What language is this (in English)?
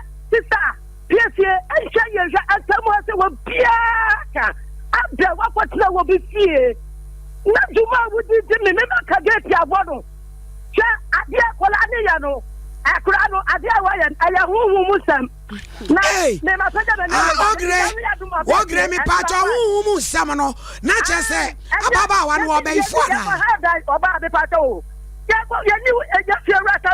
Akan